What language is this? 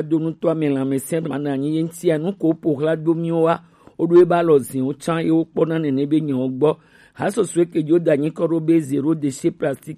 Gen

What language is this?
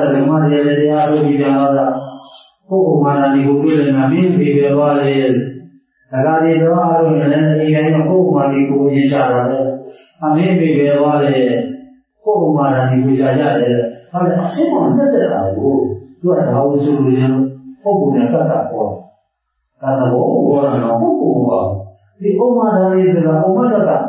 Burmese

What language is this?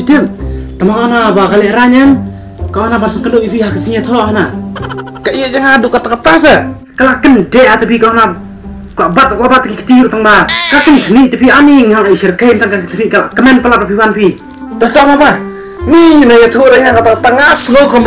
Khasi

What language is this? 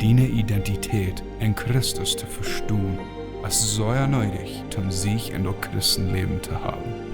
Plautdietsch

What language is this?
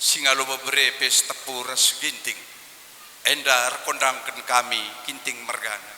Batak Karo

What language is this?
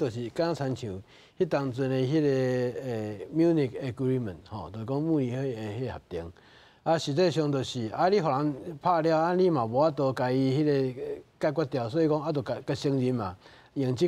Min Nan Chinese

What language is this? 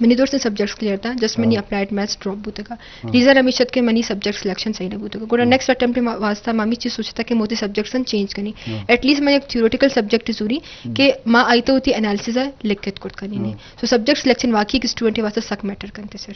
Eastern Balochi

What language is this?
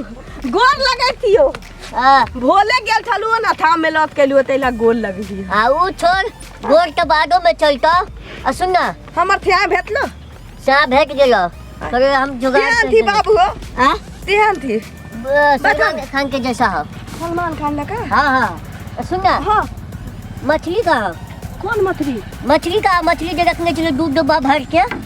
Maithili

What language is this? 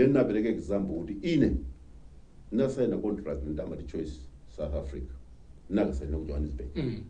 Nyanja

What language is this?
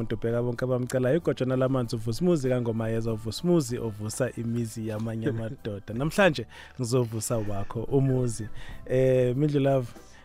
South Ndebele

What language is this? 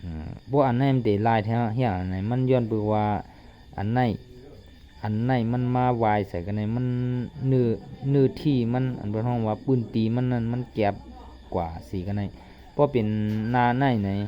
Shan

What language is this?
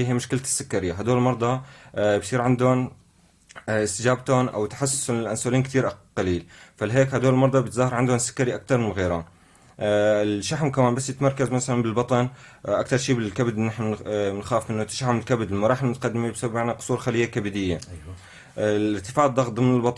North Levantine Arabic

